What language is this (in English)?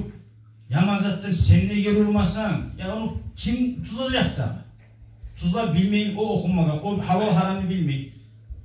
Kumyk